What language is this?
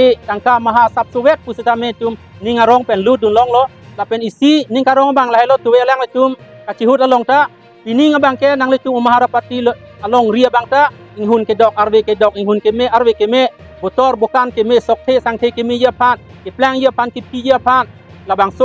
Karbi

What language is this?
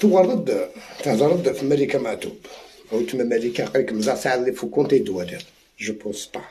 Algerian Arabic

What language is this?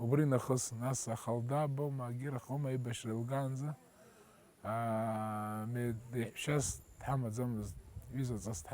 Abkhazian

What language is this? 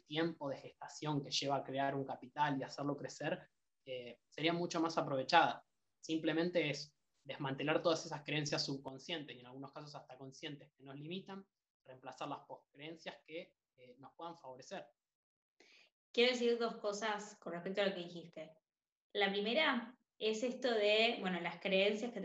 Spanish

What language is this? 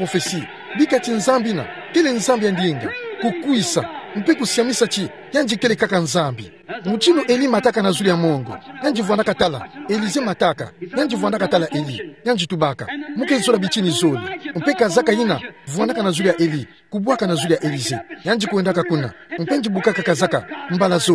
Kituba (Democratic Republic of Congo)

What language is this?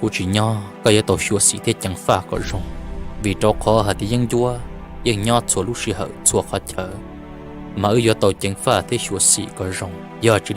Hmong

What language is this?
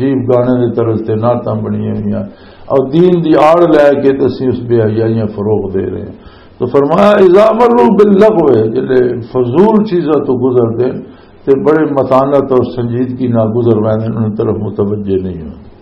Western Panjabi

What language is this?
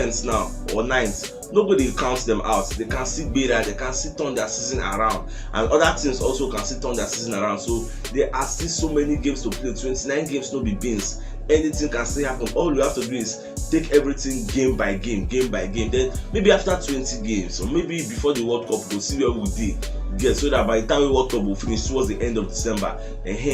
Nigerian Pidgin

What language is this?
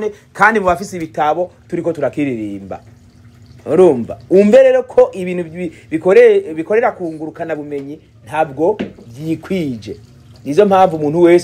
Rundi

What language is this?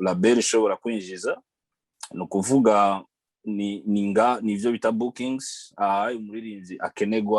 Rundi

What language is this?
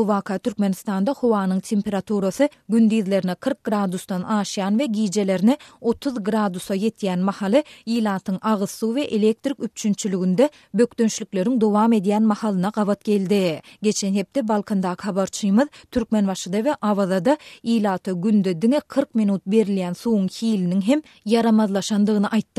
Turkmen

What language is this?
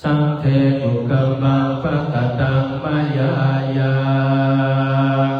Pali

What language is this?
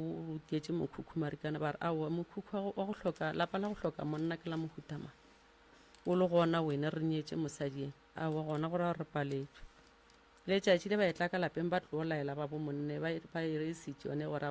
Northern Sotho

